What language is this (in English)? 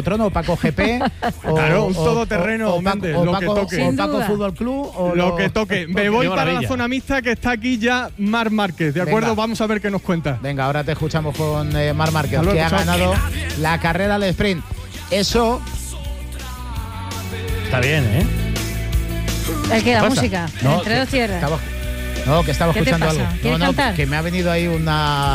Spanish